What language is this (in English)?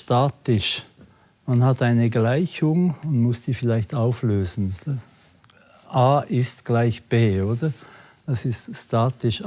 Swiss German